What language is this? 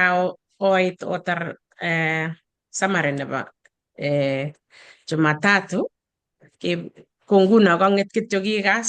Kalenjin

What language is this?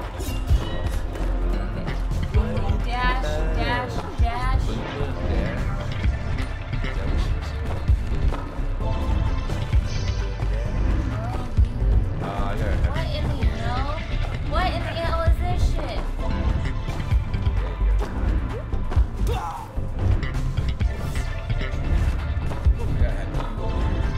English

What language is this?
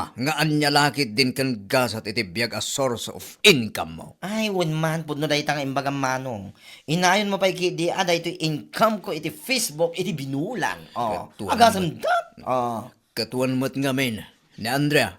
Iloko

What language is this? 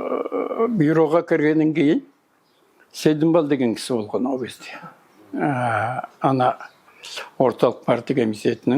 Kazakh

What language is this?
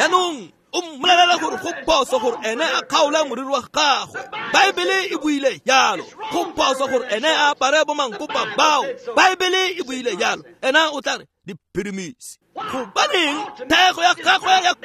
Tswana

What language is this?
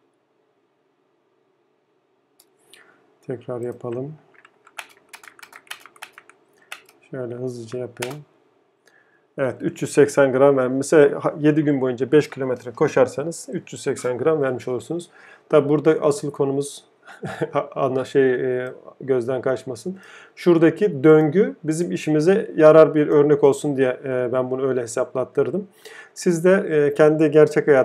Turkish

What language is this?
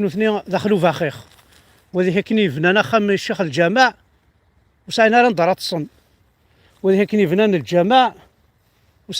Kabyle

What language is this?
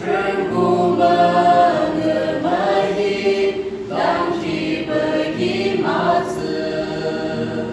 Yimchungru Naga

